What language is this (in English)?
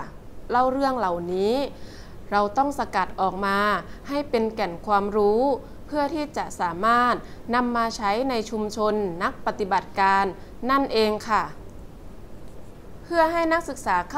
Thai